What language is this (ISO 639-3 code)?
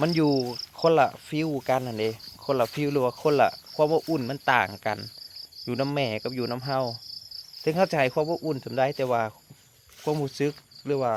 tts